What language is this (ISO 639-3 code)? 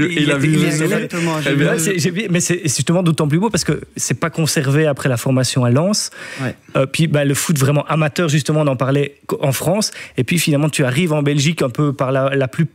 fra